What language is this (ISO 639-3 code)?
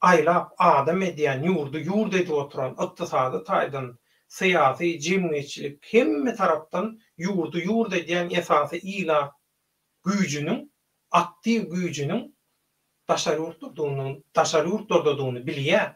tuk